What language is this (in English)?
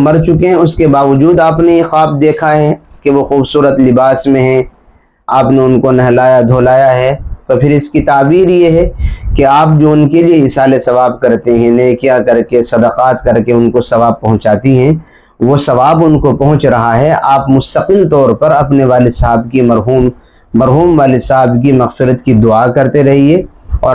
Urdu